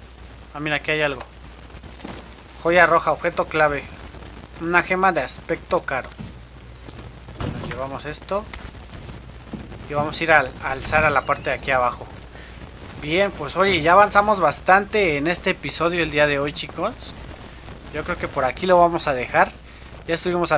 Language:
Spanish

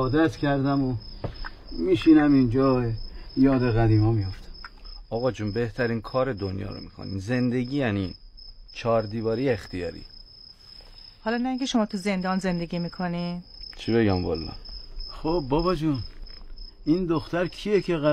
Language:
Persian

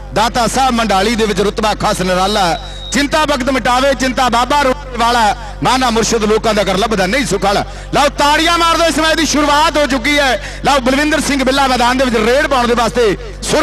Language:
Punjabi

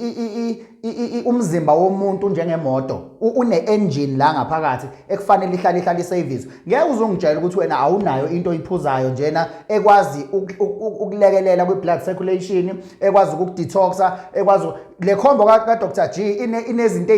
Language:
Zulu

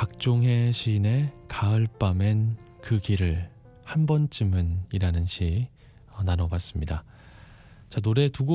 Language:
Korean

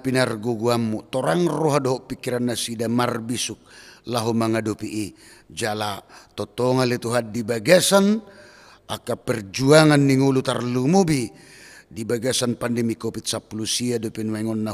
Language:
Batak Toba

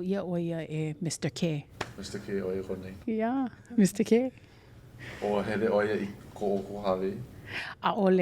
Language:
Hawaiian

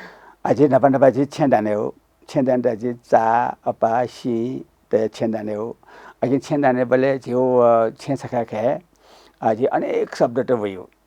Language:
Newari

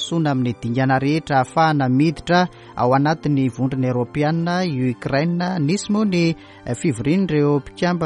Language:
Malagasy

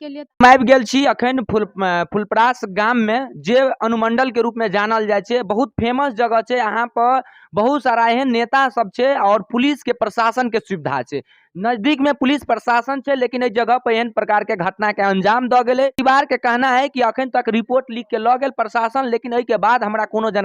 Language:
Maithili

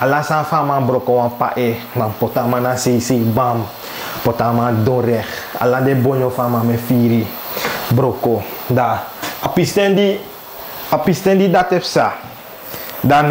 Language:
Sranan Tongo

